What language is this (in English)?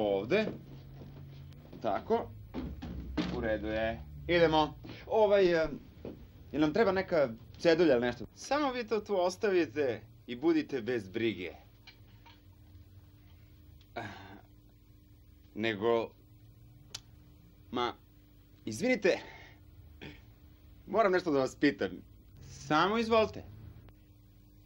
Serbian